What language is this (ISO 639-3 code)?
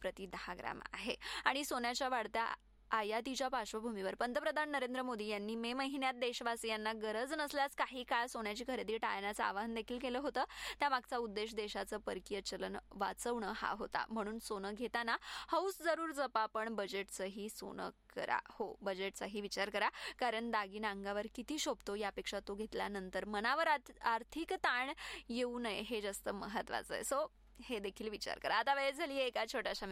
mar